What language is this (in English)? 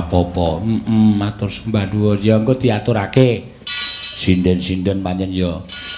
Javanese